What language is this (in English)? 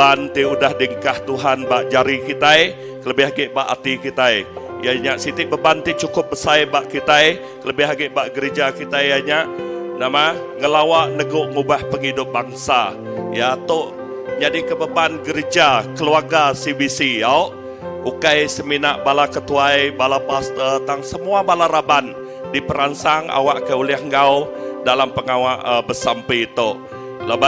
Iban